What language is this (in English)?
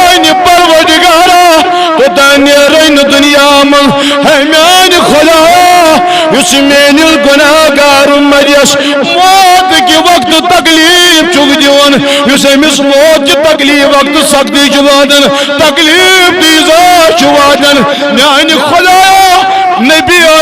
Kashmiri